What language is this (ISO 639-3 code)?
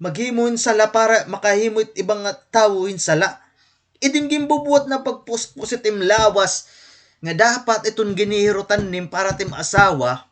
war